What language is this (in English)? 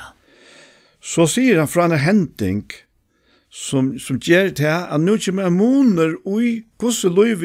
Faroese